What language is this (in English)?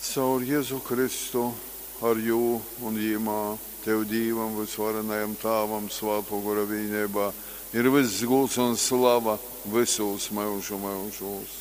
Latgalian